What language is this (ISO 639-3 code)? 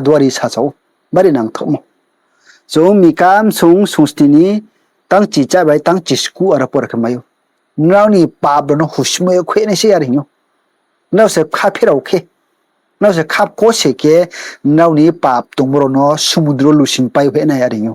ria